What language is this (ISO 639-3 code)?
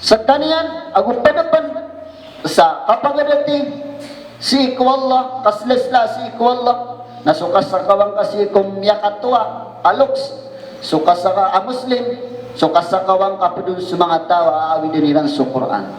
mrw